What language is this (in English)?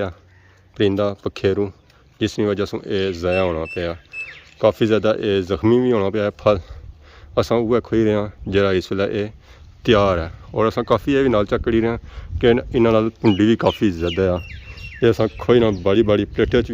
Pahari-Potwari